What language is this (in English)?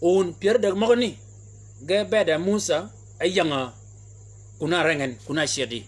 Shilluk